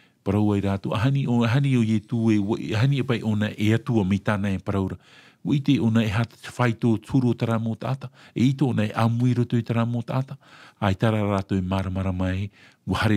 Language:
Tahitian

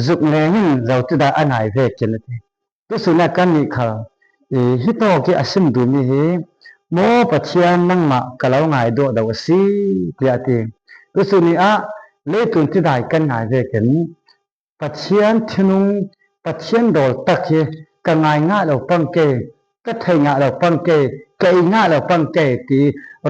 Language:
Falam Chin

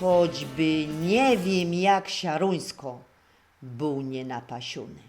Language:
Silesian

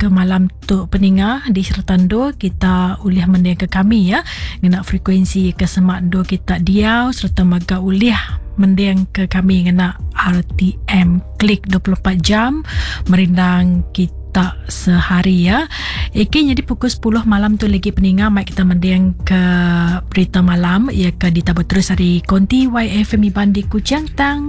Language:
Iban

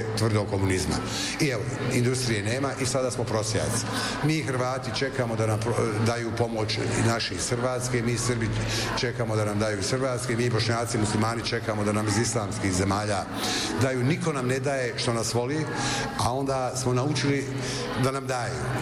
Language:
Bosnian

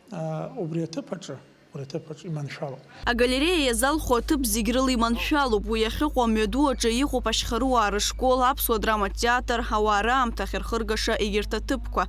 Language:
Abkhazian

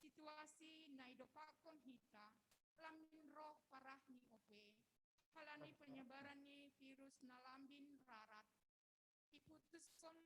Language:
Batak Simalungun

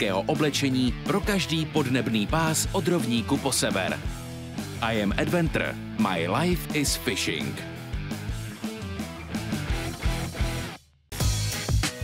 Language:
Czech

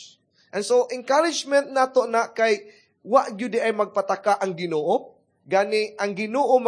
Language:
Cebuano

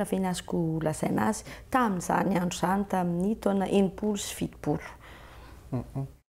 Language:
Malagasy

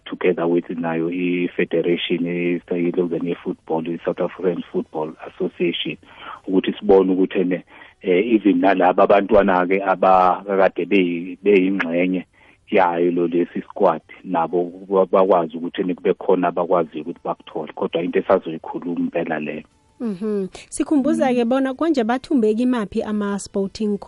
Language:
South Ndebele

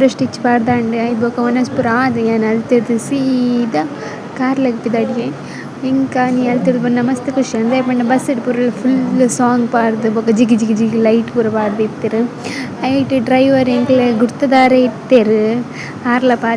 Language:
Tulu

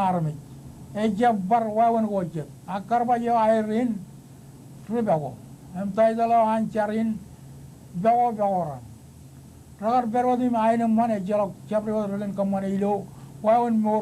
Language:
Marshallese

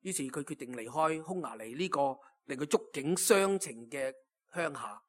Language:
Cantonese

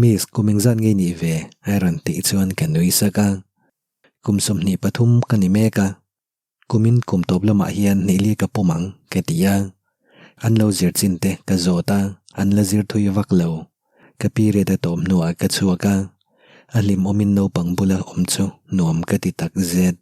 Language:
Mizo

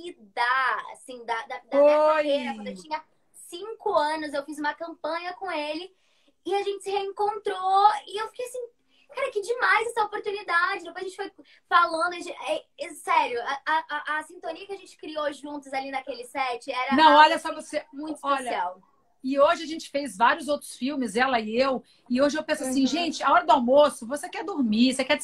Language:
Portuguese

